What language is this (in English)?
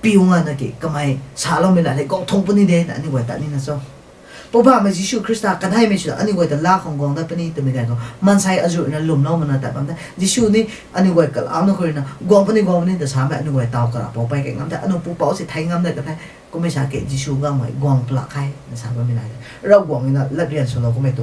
Rongmei Naga